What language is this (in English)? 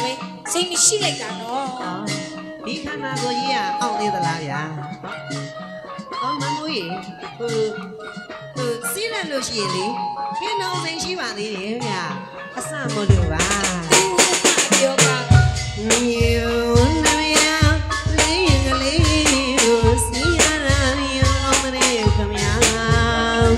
Burmese